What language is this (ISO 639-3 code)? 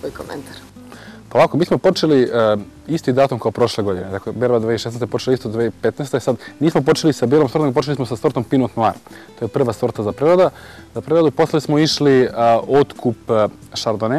srp